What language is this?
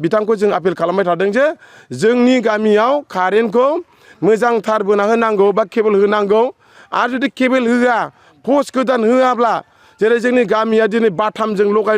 Bodo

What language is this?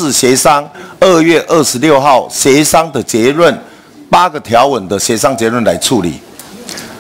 Chinese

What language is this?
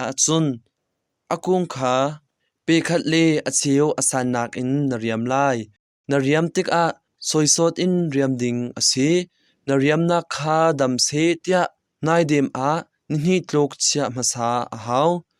Hakha Chin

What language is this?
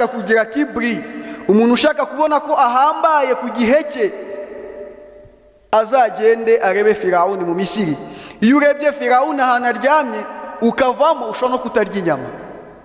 Kinyarwanda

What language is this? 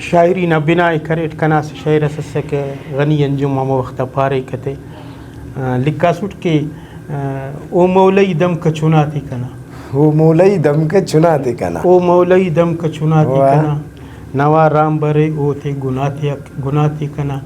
Brahui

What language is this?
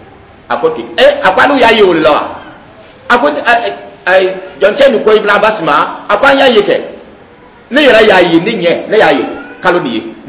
Dyula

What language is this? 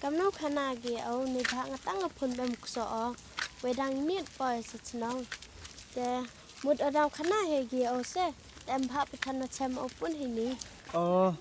Pnar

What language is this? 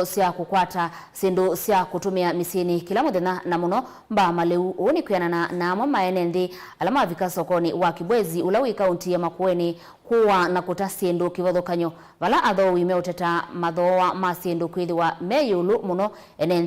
Kamba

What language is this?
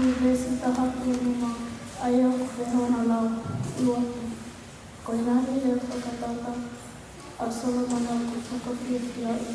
Tongan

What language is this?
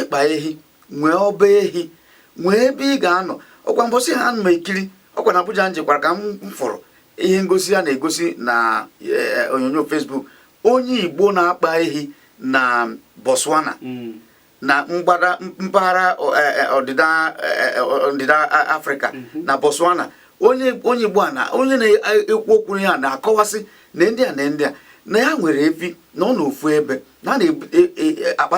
Igbo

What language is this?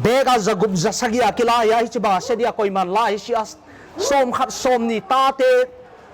Paite Chin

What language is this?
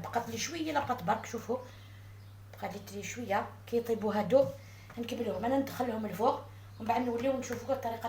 Algerian Arabic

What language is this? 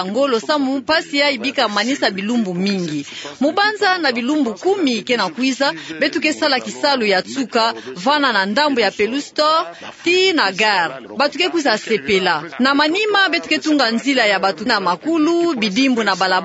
Kituba (Democratic Republic of Congo)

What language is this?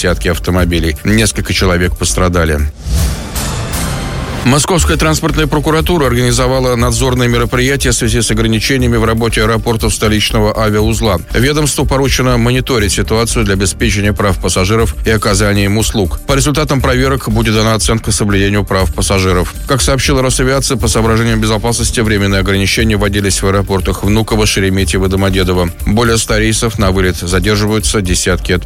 Russian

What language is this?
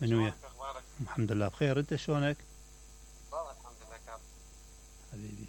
Mesopotamian Arabic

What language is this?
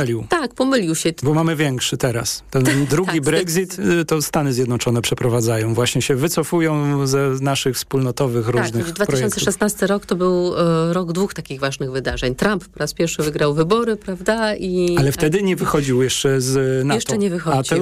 Polish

